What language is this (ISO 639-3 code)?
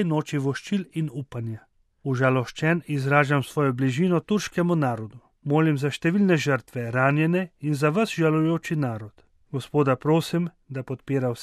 slv